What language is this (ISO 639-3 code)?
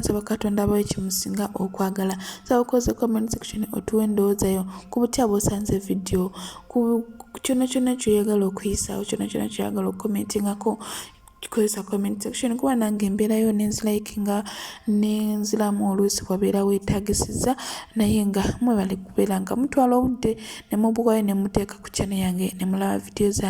lug